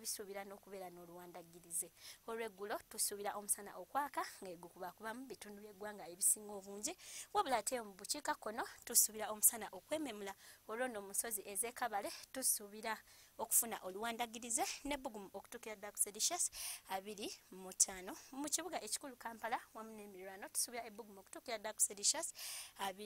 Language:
Ganda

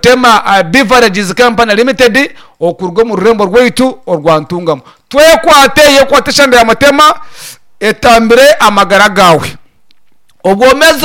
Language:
Nyankole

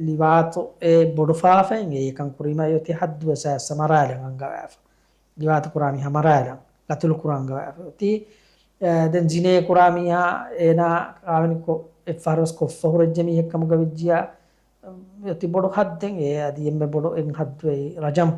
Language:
Divehi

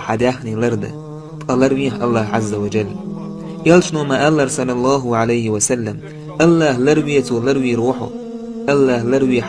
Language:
Chechen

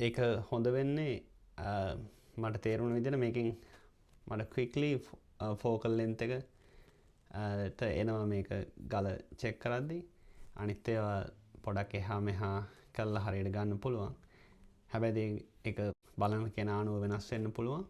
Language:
Sinhala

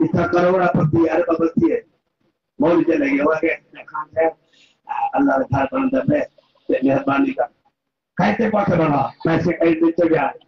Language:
Saraiki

